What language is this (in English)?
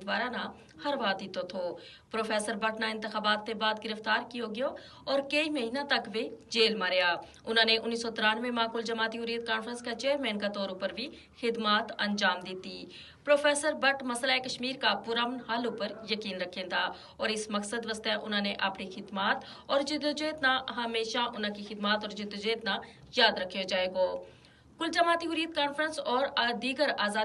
Gujari